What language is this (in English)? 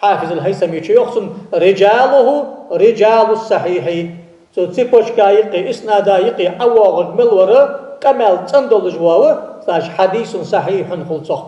Ingush